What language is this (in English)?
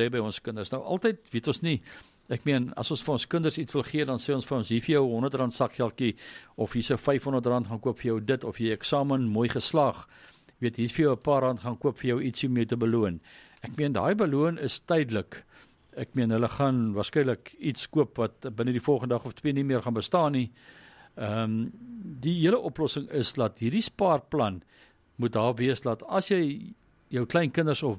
Afrikaans